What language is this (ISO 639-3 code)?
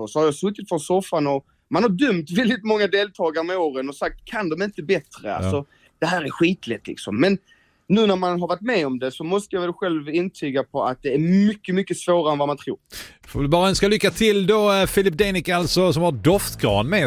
swe